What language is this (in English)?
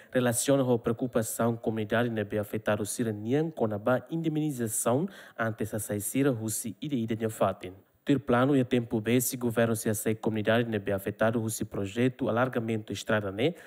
Tetum